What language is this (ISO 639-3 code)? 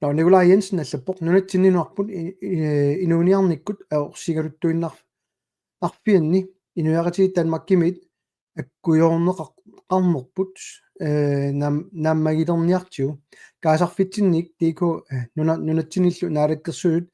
kal